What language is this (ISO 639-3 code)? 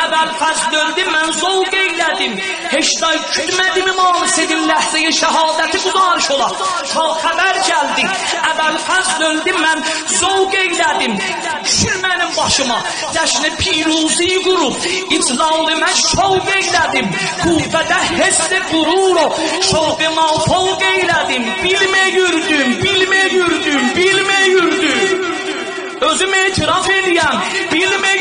azb